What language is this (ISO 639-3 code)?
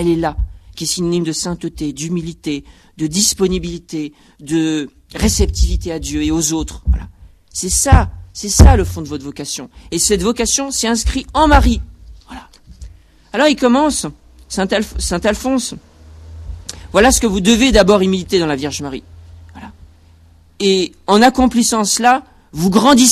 fra